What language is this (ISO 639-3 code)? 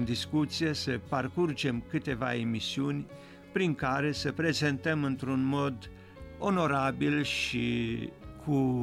ron